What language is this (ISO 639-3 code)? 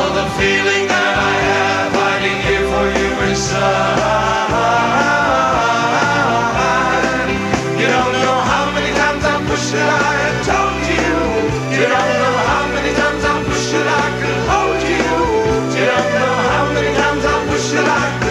eng